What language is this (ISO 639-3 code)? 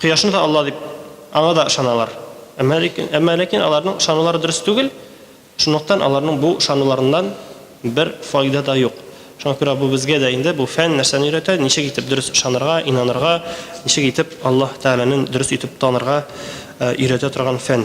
tat